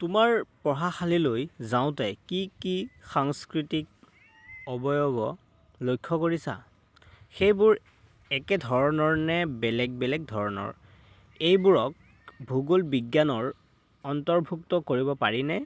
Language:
Assamese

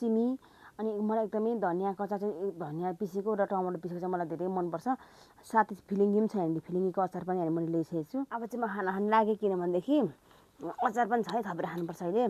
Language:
Nepali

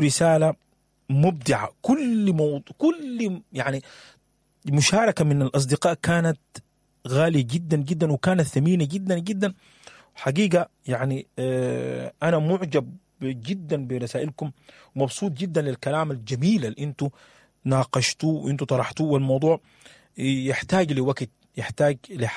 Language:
Sudanese Arabic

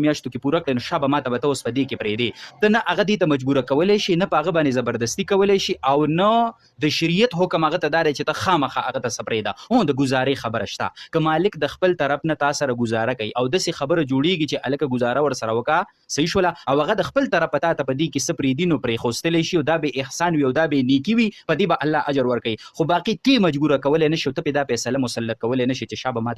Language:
Pashto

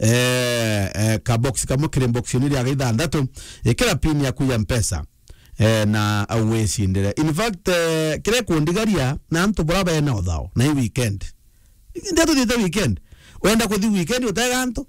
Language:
Meru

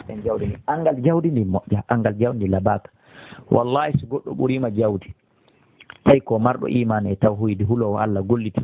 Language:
Fula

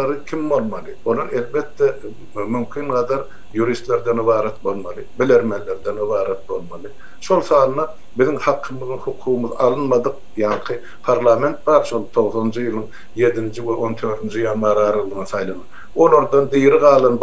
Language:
Turkmen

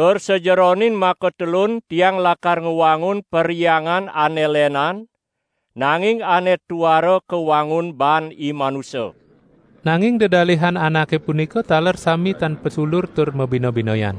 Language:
Balinese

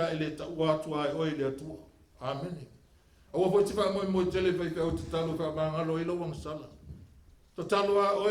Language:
Samoan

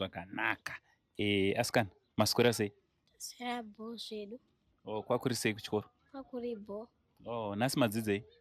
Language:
Shona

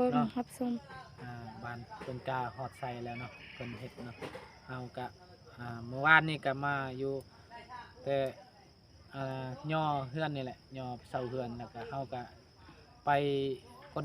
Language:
Lao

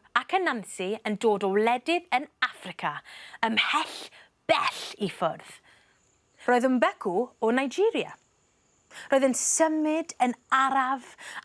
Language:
Welsh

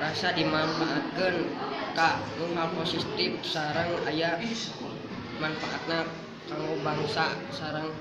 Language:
Sundanese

